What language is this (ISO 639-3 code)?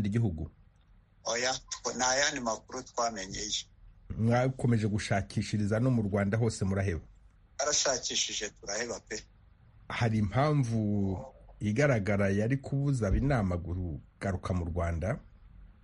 kin